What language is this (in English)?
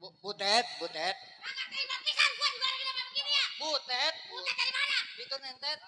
Betawi